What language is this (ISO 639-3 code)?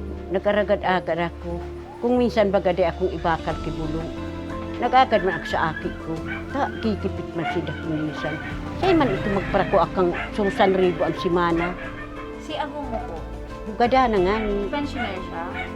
bik